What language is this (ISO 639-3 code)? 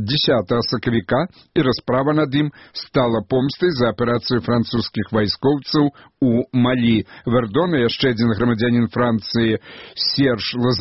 bel